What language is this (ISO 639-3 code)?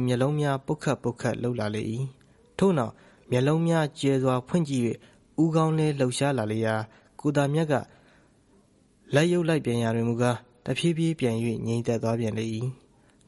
mya